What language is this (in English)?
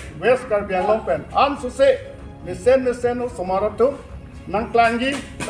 Karbi